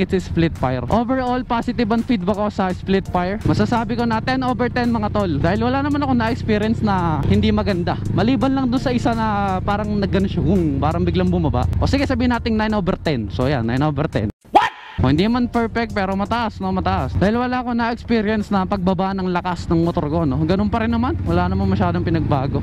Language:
Filipino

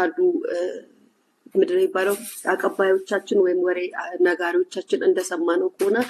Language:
Amharic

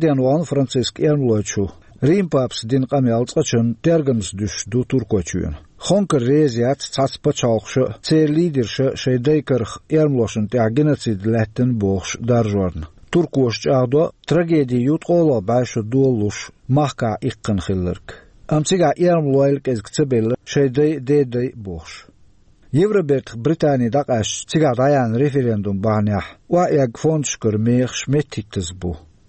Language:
Chechen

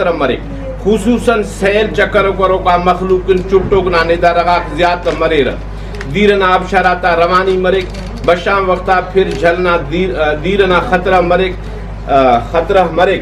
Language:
Brahui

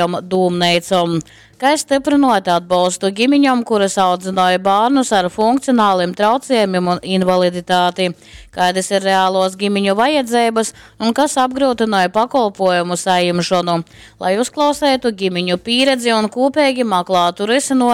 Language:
Latgalian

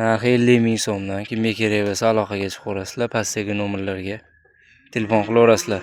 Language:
Uzbek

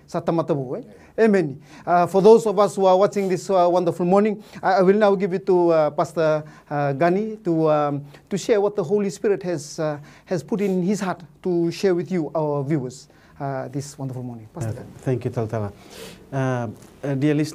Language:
Fijian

